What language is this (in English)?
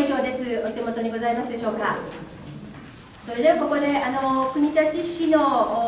Japanese